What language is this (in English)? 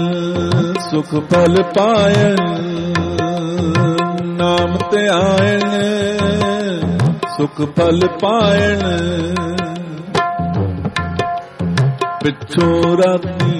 Punjabi